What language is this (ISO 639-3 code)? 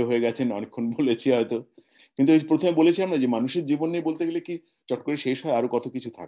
ben